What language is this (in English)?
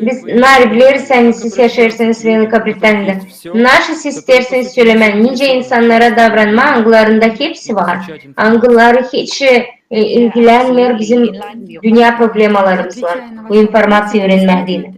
Gagauz